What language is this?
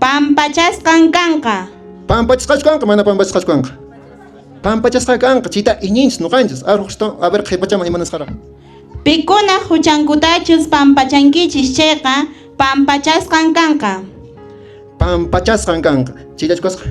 Quechua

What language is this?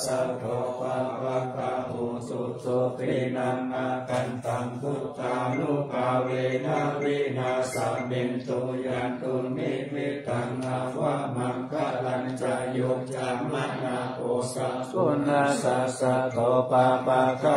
Pali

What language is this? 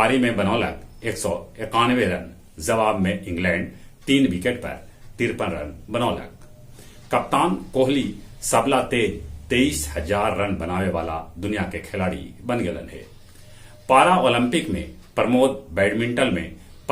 Magahi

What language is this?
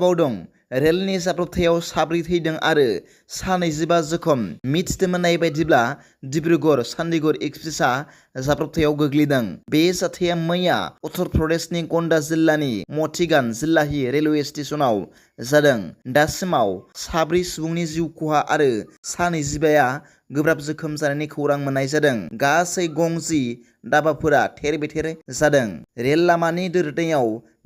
Bodo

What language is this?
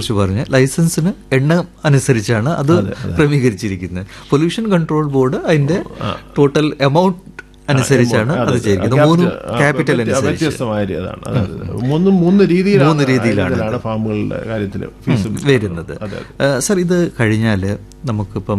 Malayalam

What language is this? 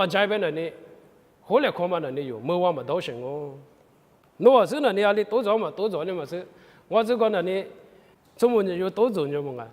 Lisu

